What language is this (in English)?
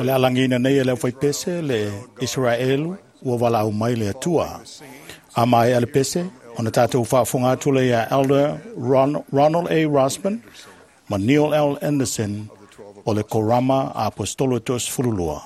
Samoan